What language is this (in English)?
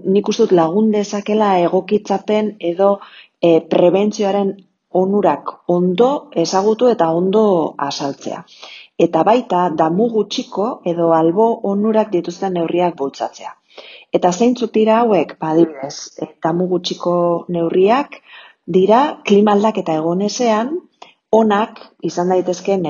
Basque